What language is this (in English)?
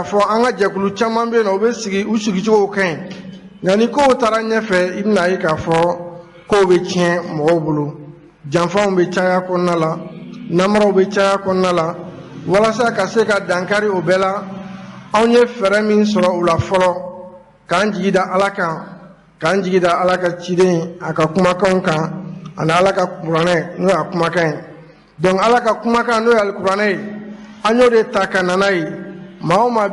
Bambara